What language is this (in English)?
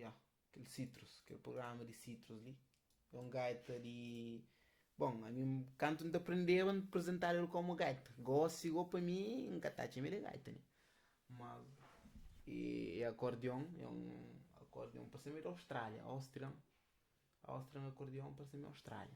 Kabuverdianu